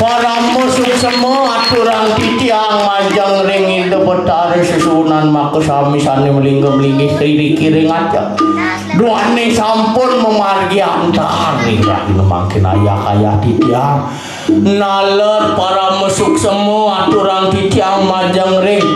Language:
Balinese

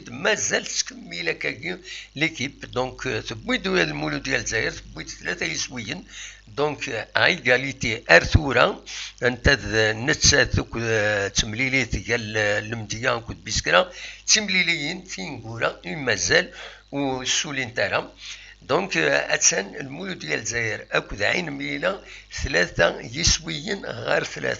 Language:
Kabyle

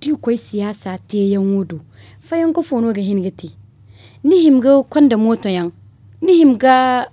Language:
Zarma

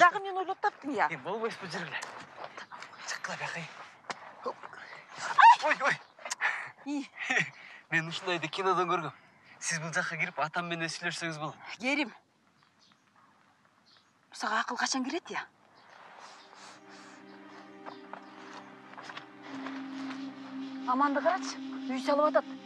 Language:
Kyrgyz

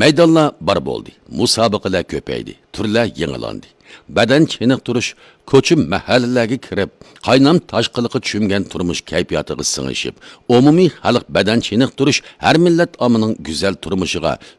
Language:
Uyghur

